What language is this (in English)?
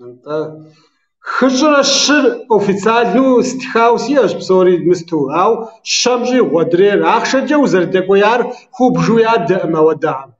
Kabardian